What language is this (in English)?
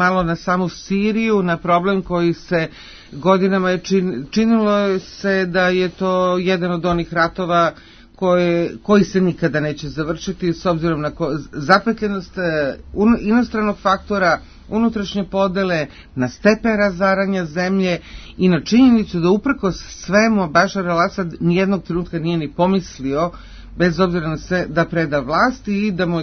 Serbian